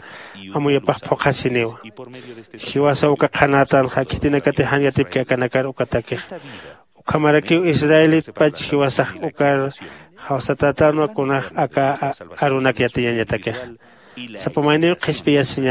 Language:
Aymara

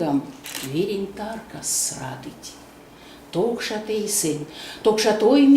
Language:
Erzya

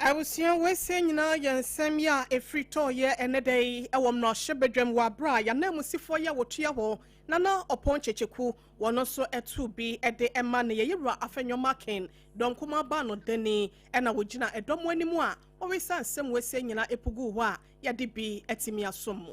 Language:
Akan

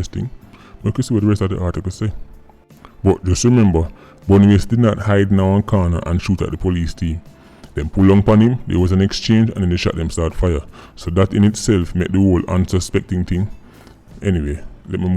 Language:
Jamaican Creole English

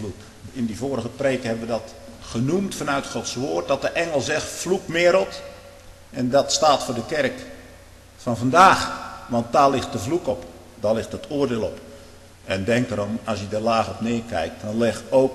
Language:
Dutch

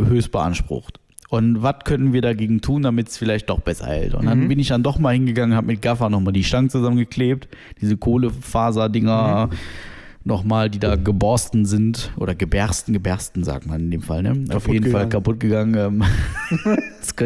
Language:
German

